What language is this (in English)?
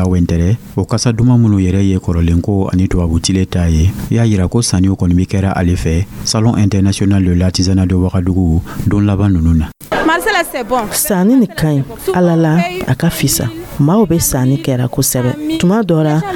Dyula